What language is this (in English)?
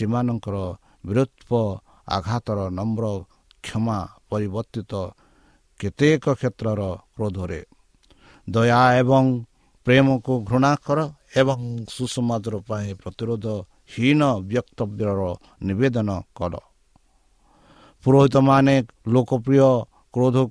Odia